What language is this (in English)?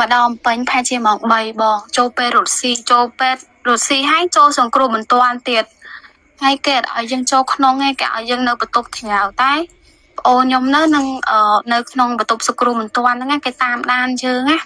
Khmer